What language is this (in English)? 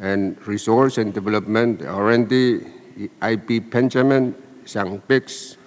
Pohnpeian